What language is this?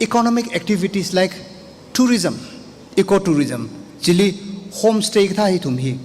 Tangkhul Naga (India)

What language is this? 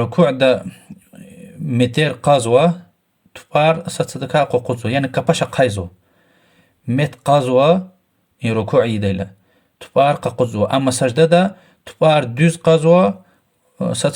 Lezghian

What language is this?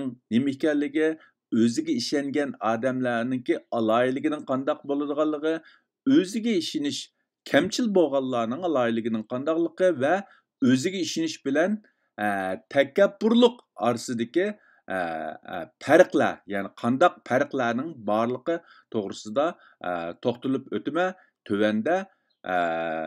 Uyghur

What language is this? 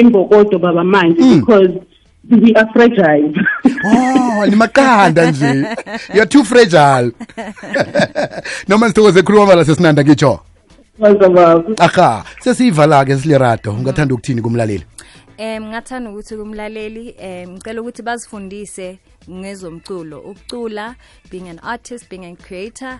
South Ndebele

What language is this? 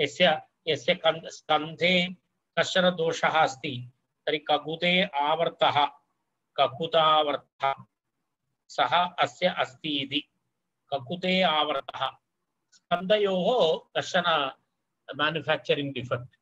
Sanskrit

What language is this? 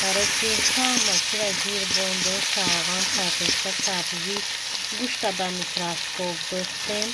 Tajik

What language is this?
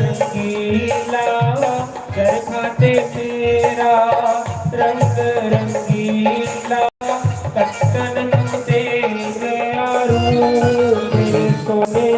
Dogri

